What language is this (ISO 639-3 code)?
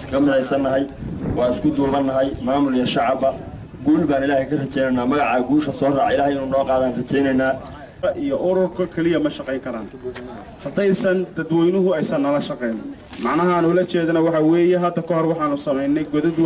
som